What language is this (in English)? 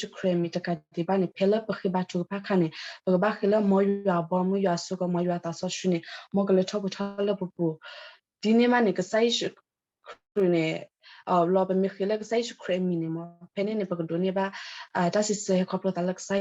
S'gaw Karen